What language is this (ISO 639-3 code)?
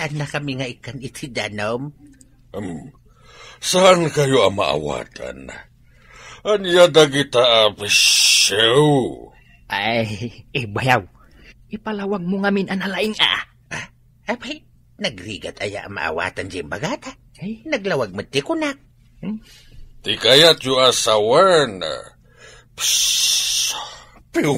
ilo